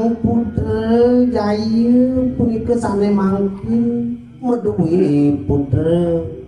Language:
Balinese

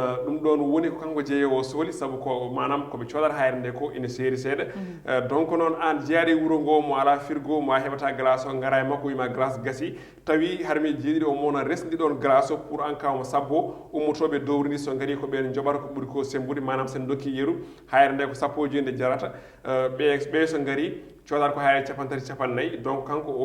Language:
Fula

